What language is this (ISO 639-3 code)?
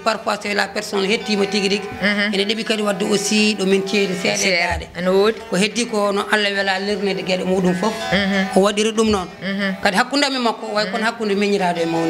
ful